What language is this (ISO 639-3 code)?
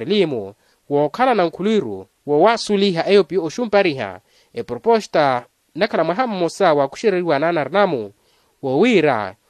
vmw